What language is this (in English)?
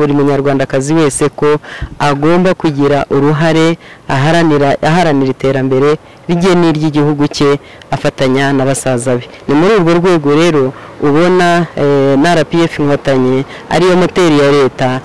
Kinyarwanda